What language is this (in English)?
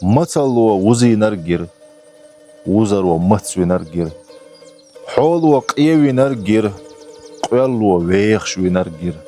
Chechen